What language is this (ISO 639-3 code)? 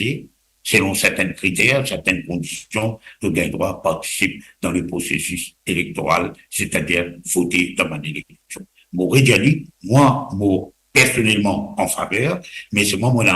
mfe